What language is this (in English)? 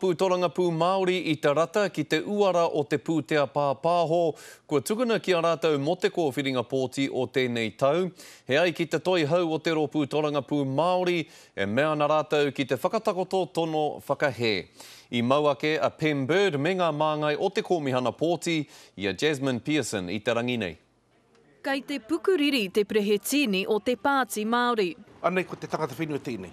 Māori